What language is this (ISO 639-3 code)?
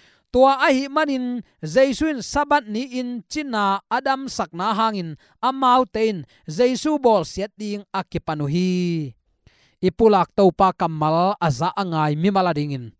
ctd